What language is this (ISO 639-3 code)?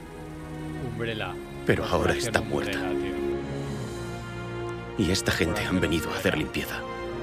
spa